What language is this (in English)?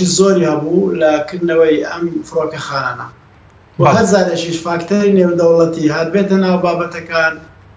Central Kurdish